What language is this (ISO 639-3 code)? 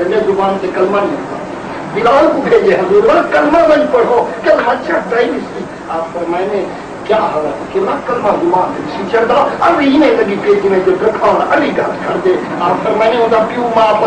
skr